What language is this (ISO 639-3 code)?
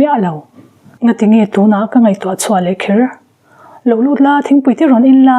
lus